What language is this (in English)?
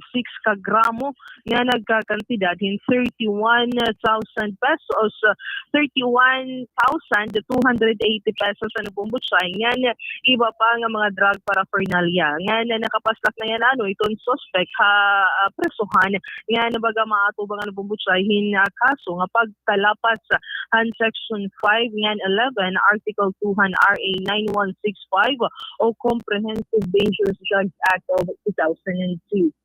Waray